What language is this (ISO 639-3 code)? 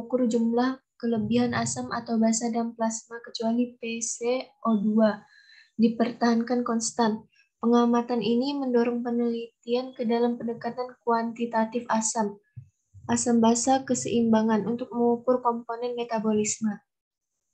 ind